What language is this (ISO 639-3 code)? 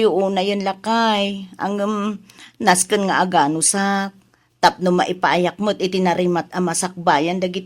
ilo